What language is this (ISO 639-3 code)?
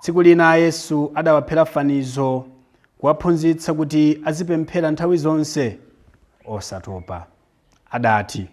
nya